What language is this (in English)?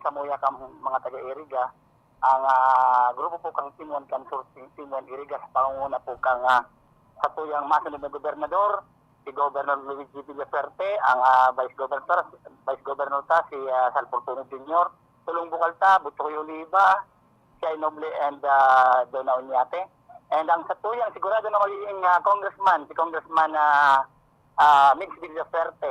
Bikol